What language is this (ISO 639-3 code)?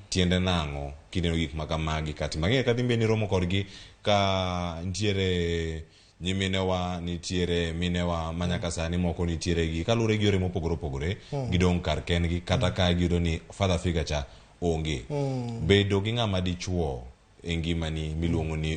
luo